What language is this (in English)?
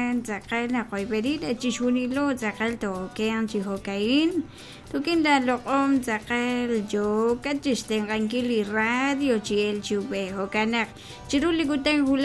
Kekchí